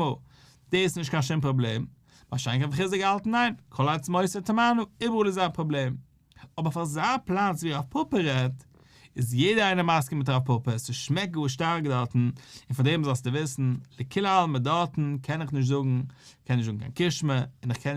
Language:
Yiddish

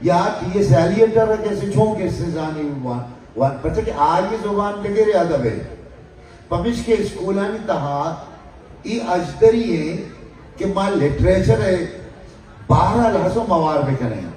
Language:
Baluchi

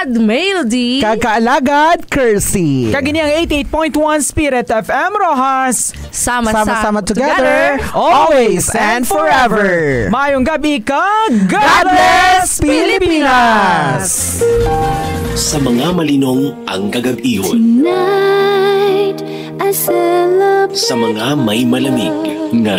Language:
Hiligaynon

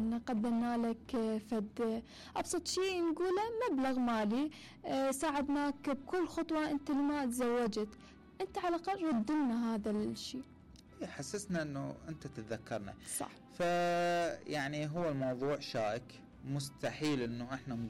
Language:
Mesopotamian Arabic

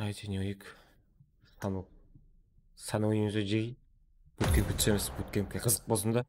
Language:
Kara-Kalpak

